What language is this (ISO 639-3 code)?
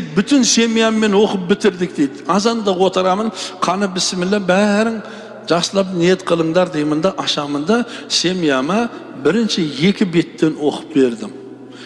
kaz